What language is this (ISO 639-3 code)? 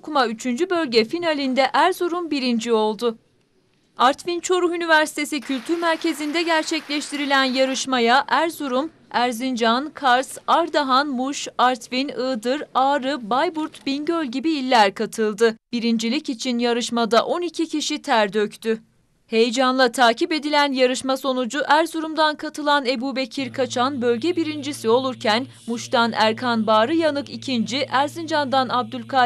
tur